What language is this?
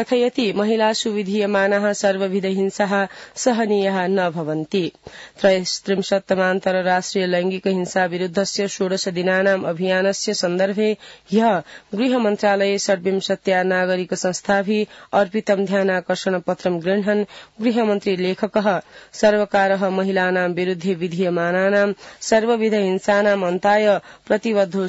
Sanskrit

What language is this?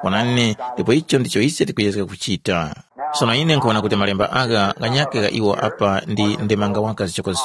Tumbuka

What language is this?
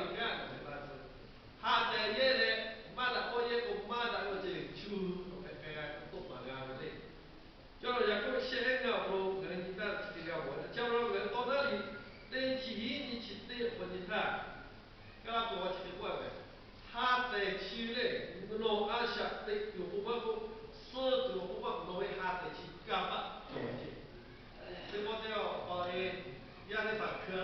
Lahu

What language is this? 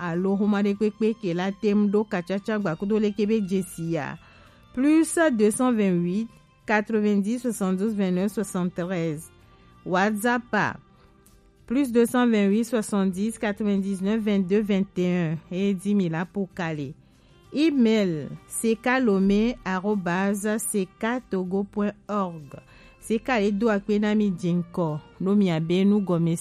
Gen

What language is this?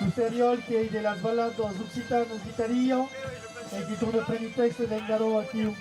Occitan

